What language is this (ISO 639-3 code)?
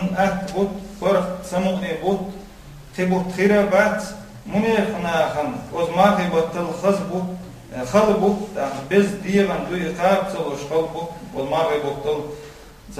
che